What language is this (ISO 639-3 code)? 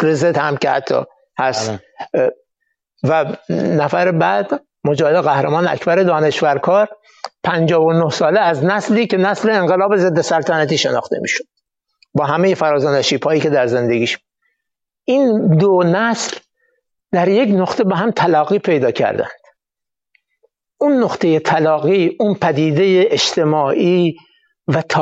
fas